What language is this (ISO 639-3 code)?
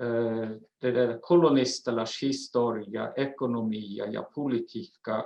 sme